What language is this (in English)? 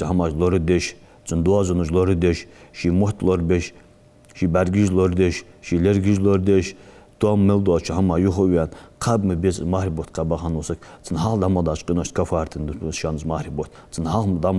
Ingush